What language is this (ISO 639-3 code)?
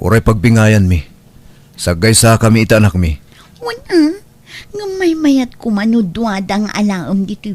ilo